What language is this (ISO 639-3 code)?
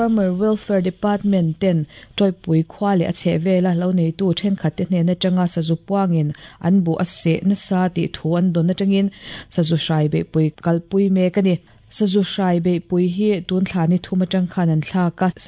lus